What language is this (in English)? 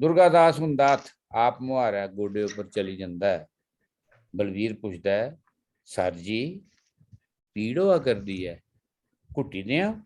Dogri